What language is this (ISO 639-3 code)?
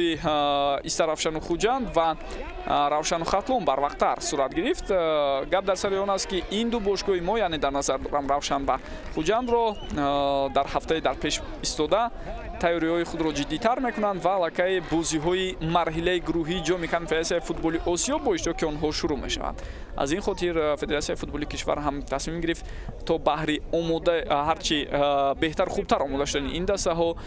tgk